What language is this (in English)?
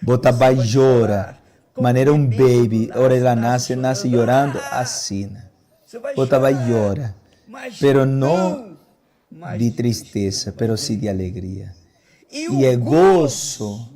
Papiamento